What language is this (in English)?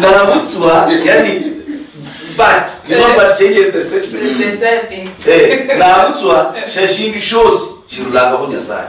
Luyia